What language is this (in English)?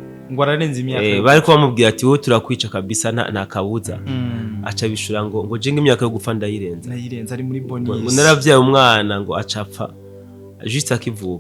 Rundi